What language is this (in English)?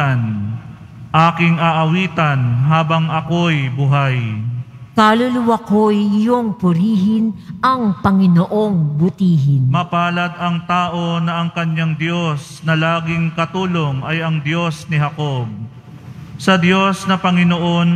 Filipino